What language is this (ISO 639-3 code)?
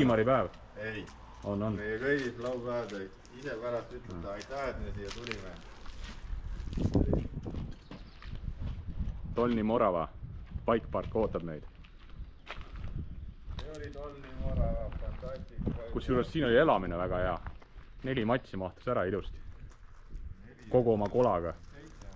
est